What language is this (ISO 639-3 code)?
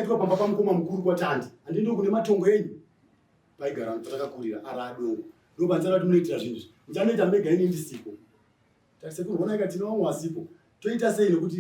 sna